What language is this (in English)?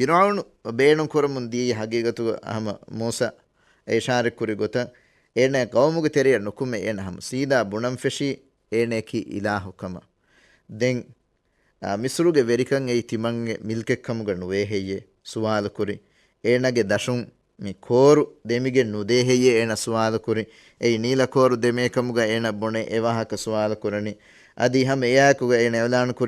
Divehi